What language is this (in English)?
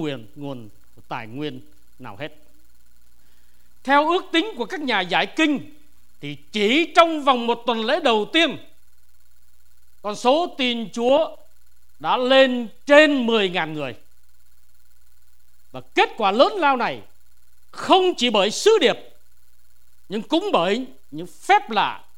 Vietnamese